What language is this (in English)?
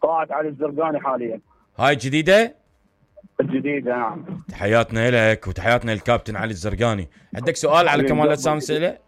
Mesopotamian Arabic